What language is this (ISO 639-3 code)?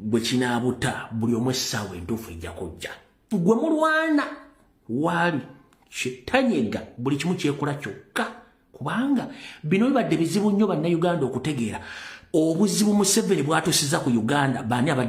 lug